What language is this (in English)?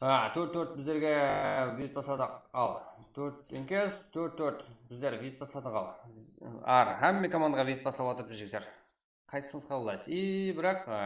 Kara-Kalpak